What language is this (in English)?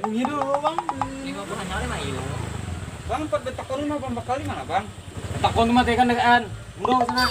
Banjar